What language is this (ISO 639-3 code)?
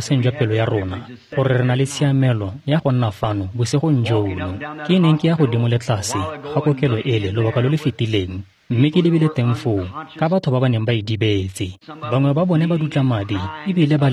tsn